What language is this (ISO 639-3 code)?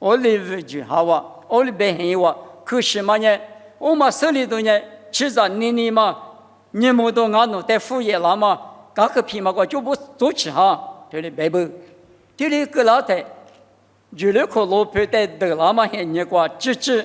lis